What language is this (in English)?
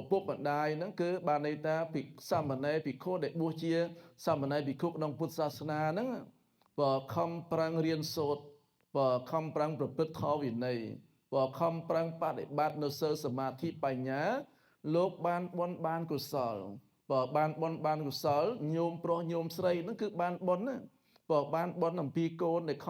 Khmer